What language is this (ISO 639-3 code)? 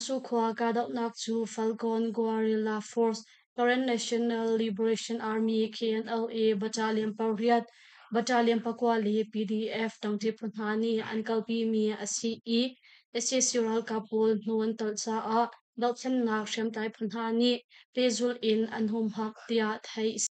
cnh